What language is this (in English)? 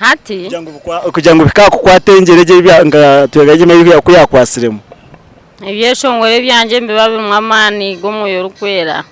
Nyankole